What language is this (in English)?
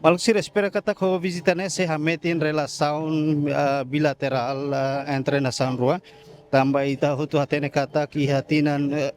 Tetum